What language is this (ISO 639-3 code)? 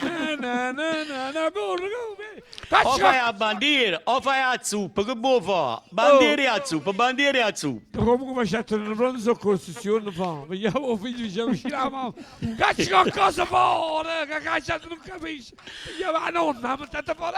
nap